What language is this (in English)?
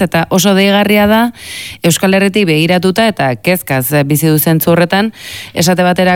Basque